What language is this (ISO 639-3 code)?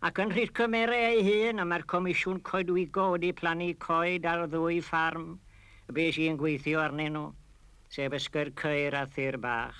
cym